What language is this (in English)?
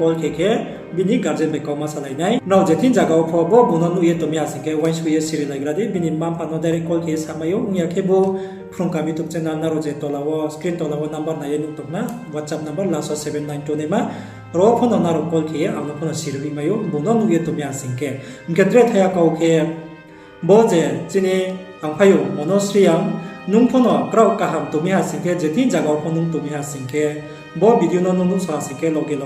Riang (India)